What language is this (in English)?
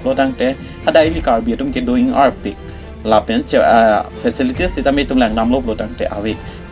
Karbi